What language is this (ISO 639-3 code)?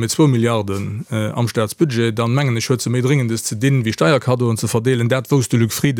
ltz